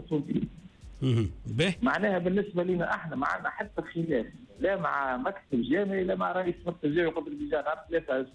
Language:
Tunisian Arabic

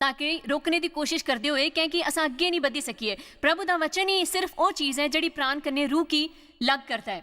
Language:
Dogri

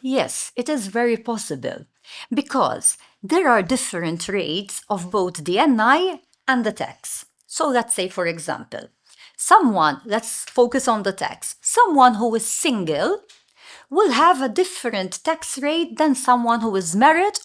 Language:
English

